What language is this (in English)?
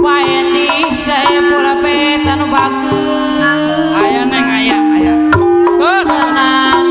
Betawi